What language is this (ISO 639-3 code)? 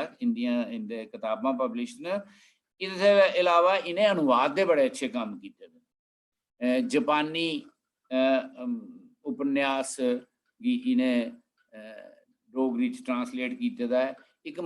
doi